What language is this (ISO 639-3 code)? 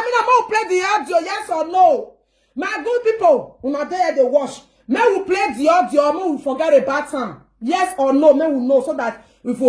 pcm